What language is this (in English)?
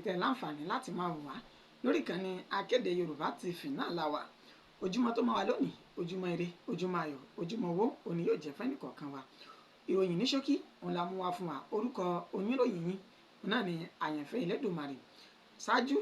Yoruba